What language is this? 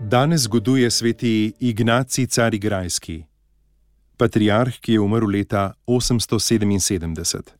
Slovenian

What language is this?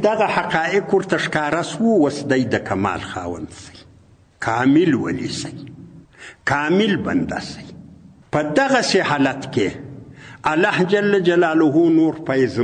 Pashto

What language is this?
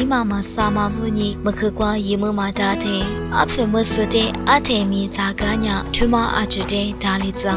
Lisu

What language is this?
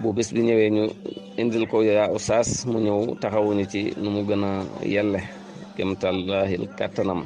Wolof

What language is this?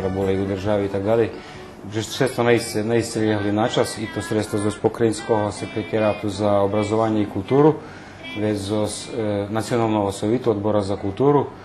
Rusyn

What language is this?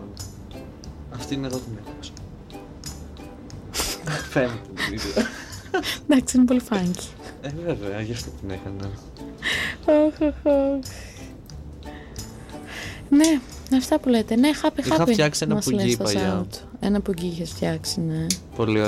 Greek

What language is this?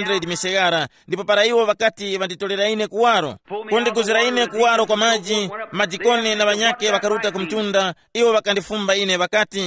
Tumbuka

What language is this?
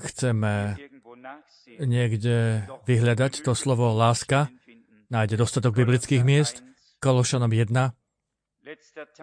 Slovak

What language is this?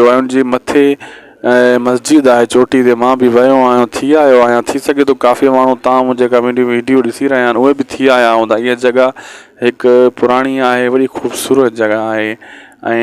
Sindhi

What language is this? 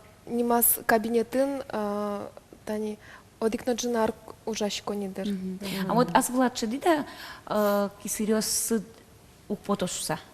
Udmurt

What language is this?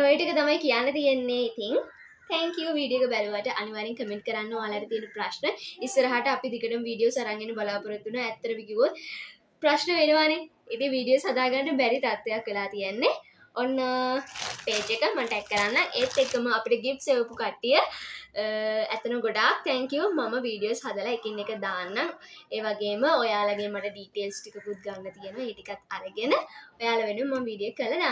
Sinhala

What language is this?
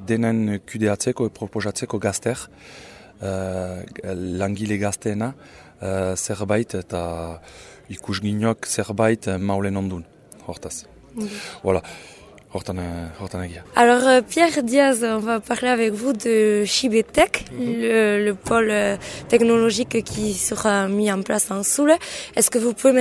Basque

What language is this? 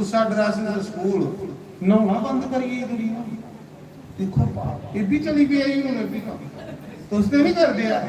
Dogri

